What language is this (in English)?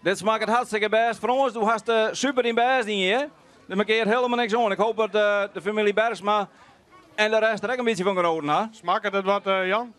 Western Frisian